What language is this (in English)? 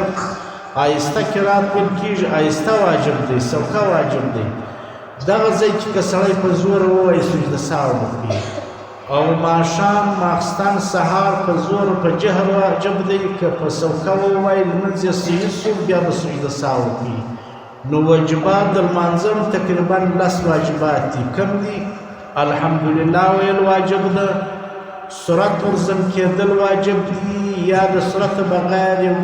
Pashto